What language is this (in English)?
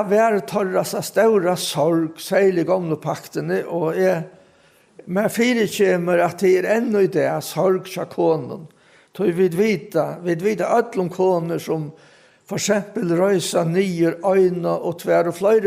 Faroese